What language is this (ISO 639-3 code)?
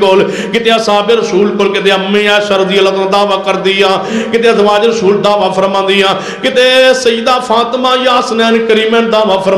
urd